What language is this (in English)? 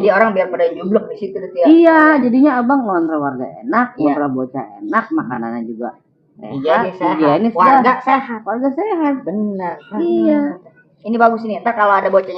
Betawi